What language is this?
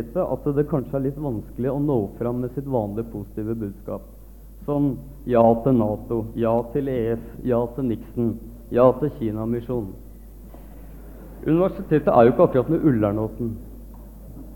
Norwegian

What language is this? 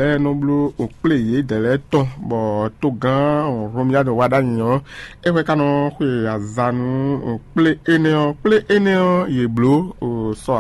Fon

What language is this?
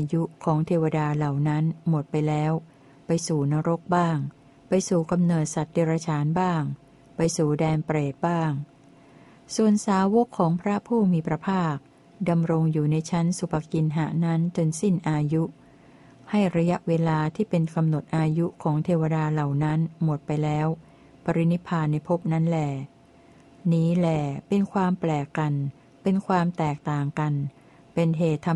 Thai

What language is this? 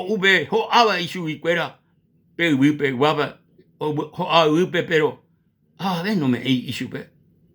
Guarani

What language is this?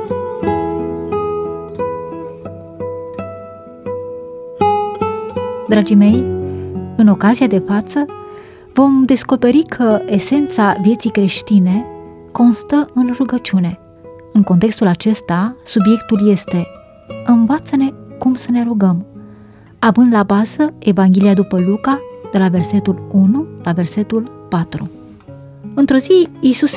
Romanian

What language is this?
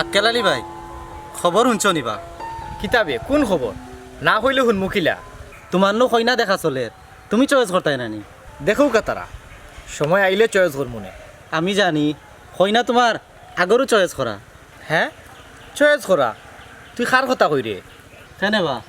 Sylheti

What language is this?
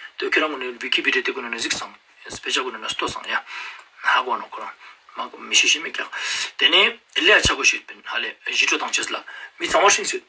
Ladakhi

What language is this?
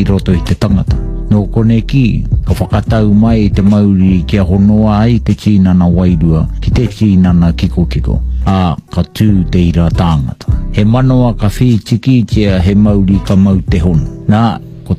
Māori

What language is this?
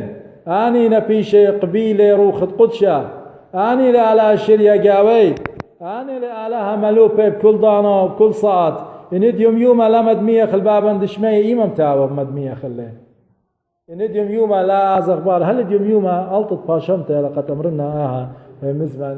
Assyrian Neo-Aramaic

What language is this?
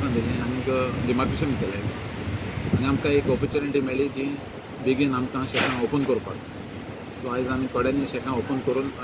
Konkani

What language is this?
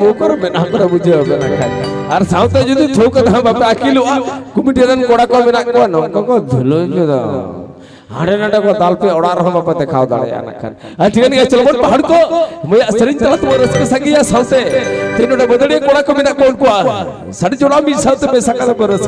Santali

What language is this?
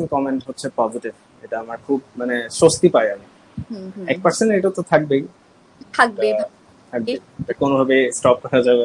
Bangla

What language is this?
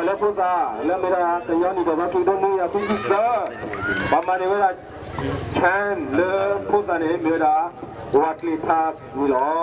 S'gaw Karen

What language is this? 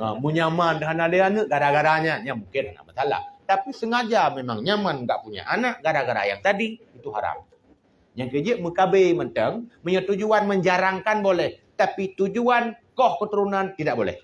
Achinese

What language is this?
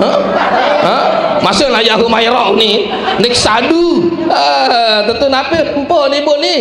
Sasak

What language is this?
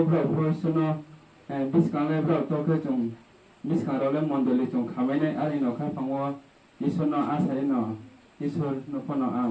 Riang (India)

